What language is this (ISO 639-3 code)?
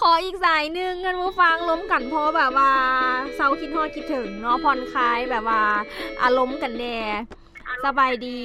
lao